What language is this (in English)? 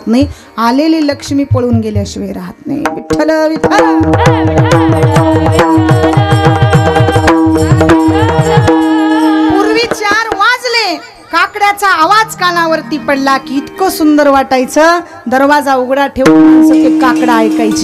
Marathi